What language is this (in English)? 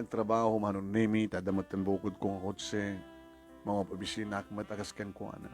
Iloko